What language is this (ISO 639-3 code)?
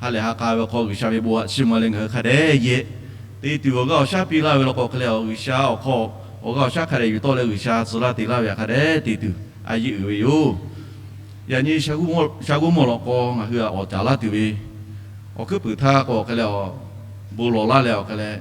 lhu